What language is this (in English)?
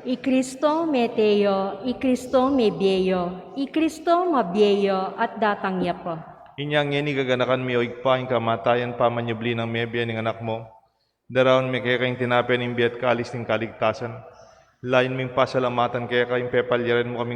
Pampanga